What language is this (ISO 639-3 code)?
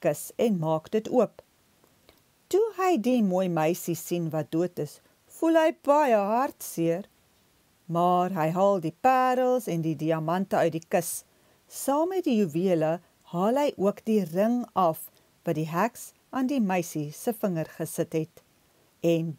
afr